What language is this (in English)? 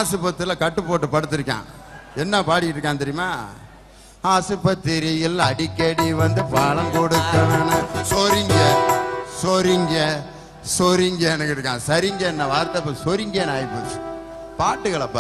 Tamil